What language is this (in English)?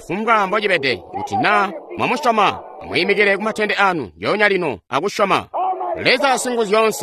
Tonga (Zambia)